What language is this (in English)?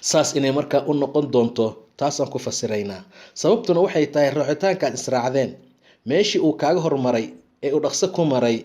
Somali